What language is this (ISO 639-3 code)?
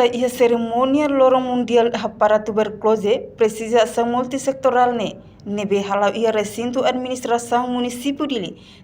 tet